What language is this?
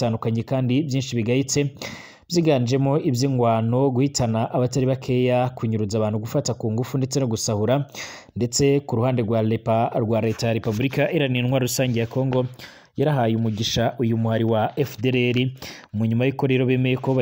Rundi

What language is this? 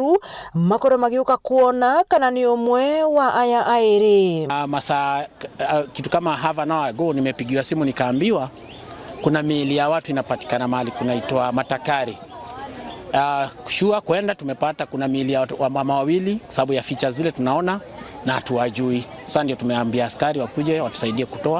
Meru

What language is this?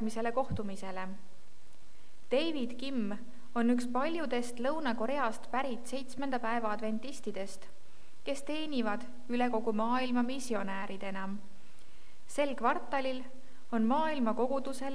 Estonian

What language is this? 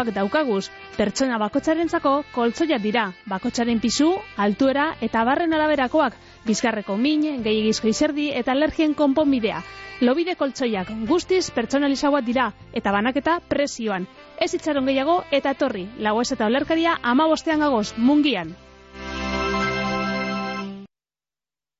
Basque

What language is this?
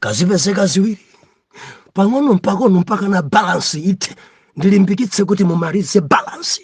Nyanja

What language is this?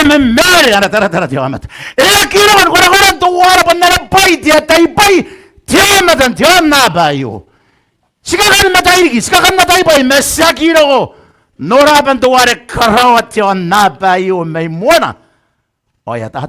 Gilbertese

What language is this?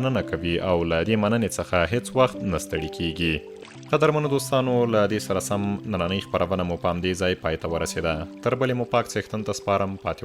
Pashto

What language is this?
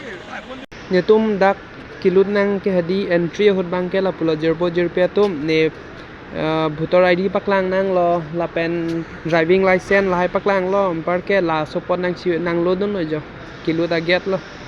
Karbi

